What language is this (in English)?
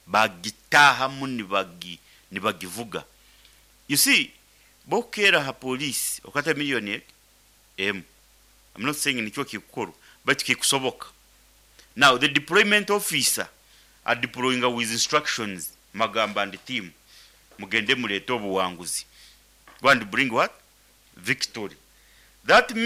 Nyoro